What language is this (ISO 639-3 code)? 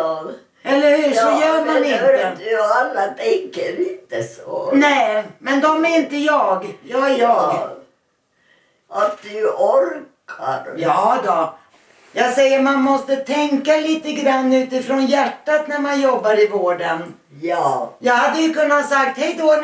swe